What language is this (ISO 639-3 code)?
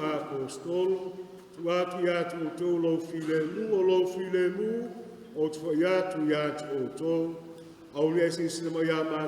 smo